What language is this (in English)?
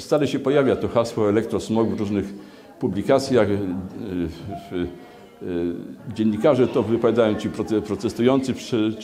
Polish